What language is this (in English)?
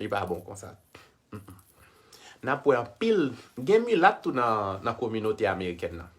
Haitian Creole